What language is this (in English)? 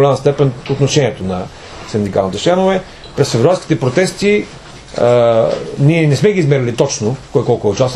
Bulgarian